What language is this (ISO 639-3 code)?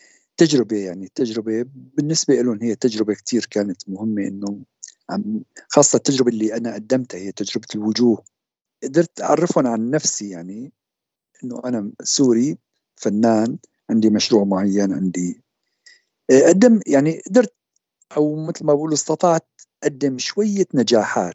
apc